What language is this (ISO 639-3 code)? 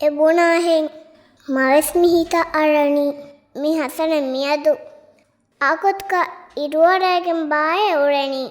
div